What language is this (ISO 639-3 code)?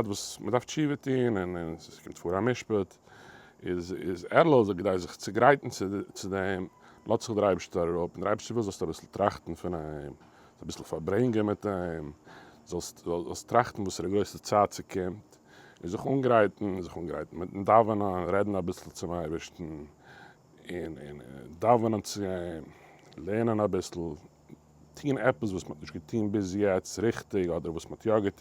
yid